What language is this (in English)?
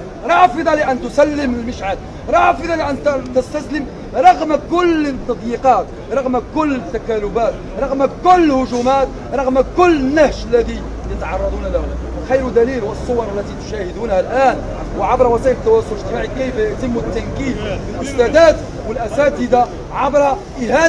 Arabic